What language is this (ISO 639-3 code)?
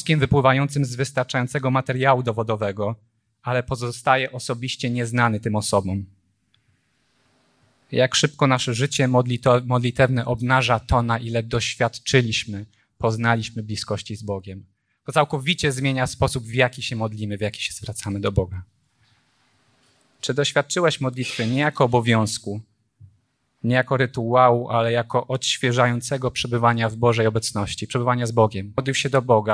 pol